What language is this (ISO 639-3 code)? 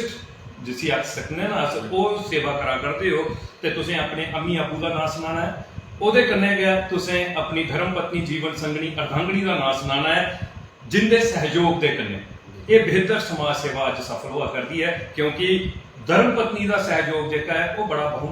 doi